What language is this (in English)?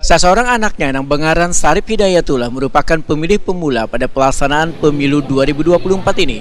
Banjar